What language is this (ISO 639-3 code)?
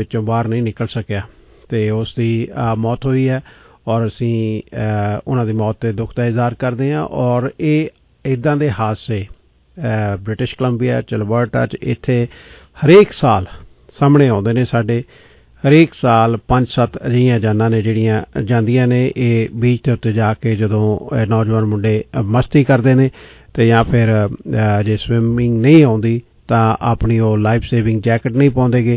pan